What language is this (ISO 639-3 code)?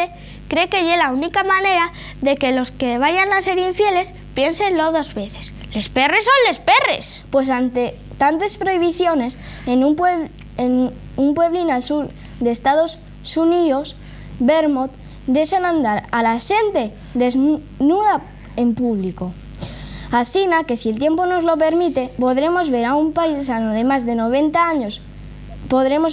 ast